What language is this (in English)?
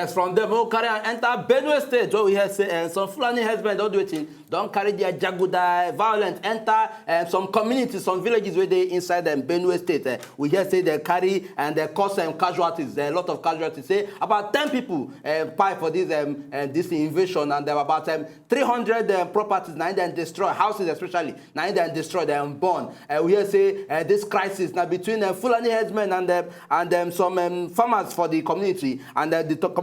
Nigerian Pidgin